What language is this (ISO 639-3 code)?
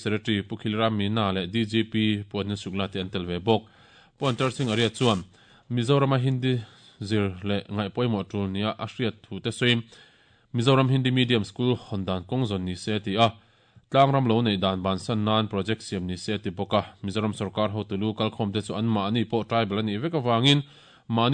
lus